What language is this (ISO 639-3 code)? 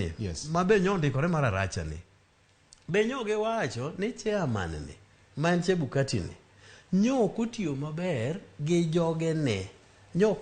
luo